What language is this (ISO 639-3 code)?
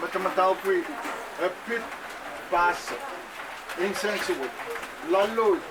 pon